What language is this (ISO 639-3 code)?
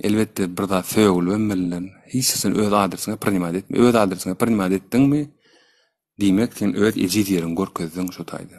tuk